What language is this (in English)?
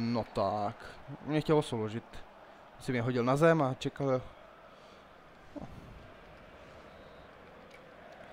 Czech